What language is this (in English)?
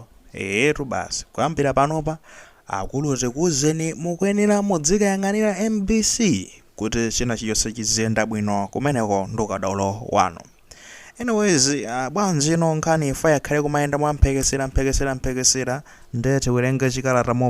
Nyanja